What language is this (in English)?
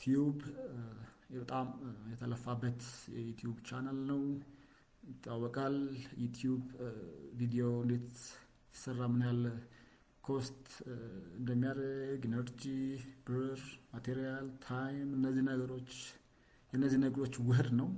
Amharic